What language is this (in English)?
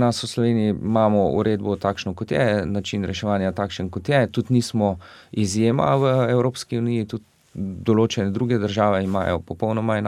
Slovenian